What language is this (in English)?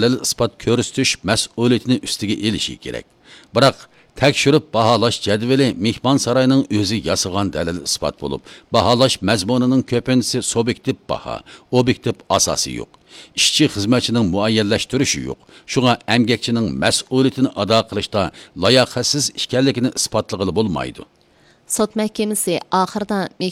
Uyghur